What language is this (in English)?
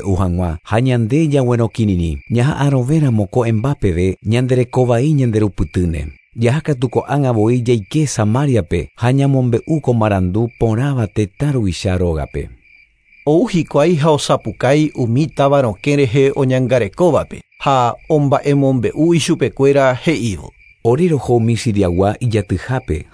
Guarani